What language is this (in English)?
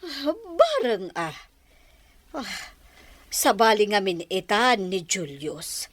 Iloko